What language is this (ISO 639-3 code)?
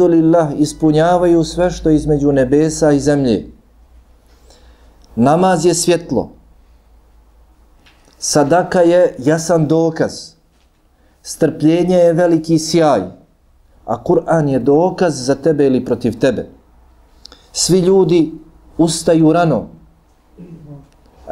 bos